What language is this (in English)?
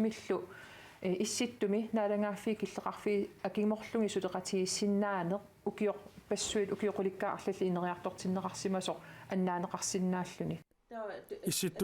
Kalaallisut